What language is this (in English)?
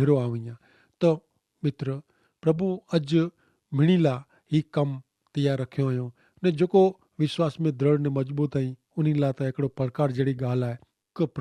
Kachhi